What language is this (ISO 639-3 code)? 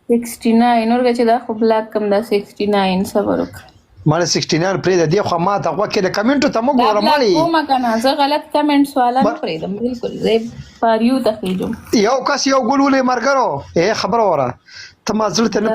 pus